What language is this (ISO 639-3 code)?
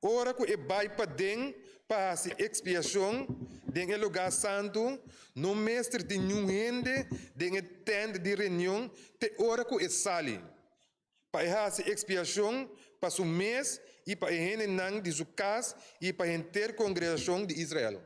pap